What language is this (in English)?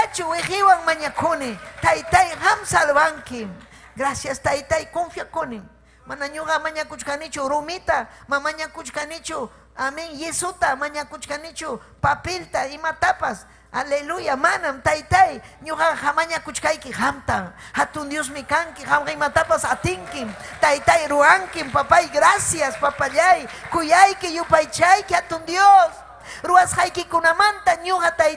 Ayacucho Quechua